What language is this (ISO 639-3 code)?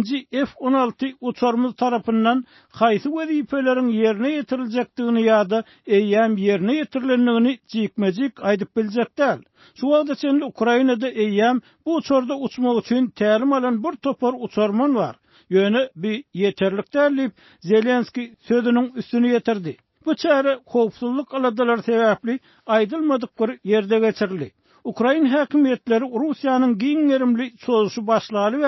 tuk